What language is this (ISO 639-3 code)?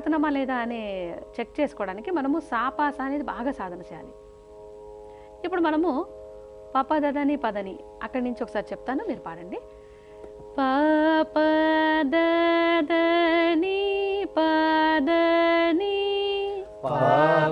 tel